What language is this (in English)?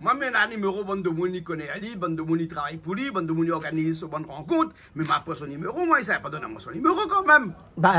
Réunion Creole French